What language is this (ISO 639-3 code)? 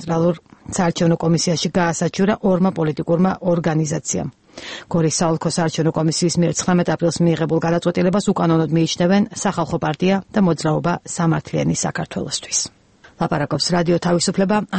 kat